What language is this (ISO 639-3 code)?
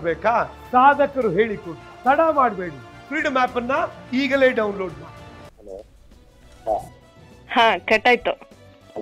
kan